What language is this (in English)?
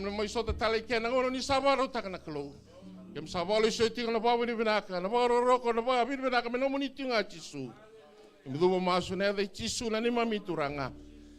Fijian